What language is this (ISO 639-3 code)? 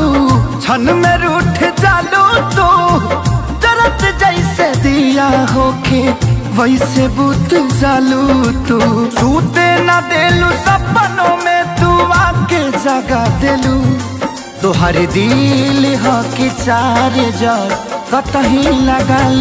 bho